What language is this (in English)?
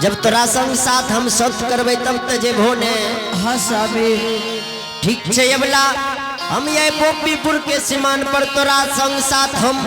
Angika